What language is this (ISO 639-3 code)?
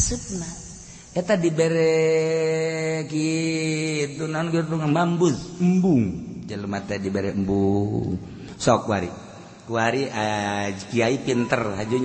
sun